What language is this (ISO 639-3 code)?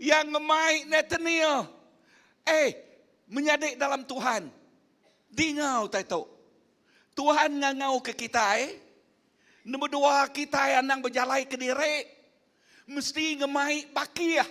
iba